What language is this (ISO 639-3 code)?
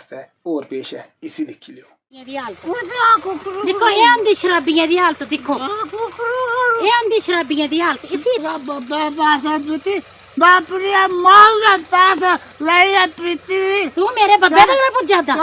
doi